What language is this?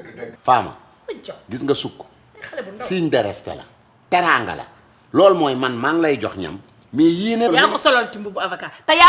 Wolof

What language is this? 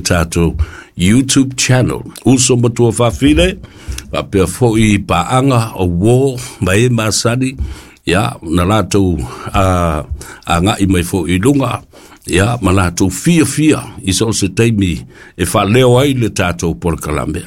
Samoan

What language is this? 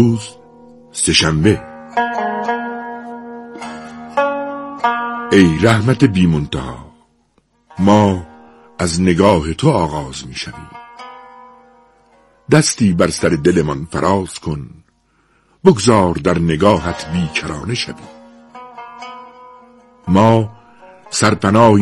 Persian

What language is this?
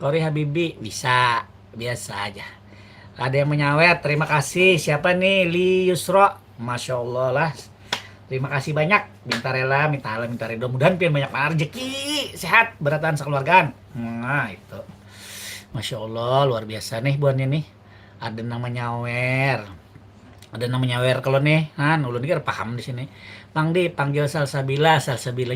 Banjar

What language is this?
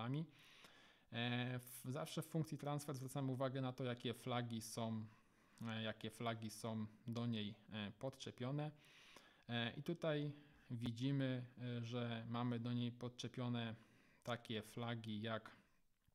Polish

